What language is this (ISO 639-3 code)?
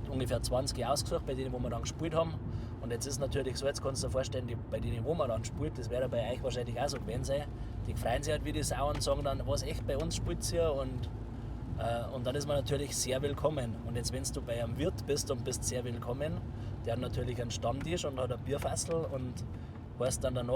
bar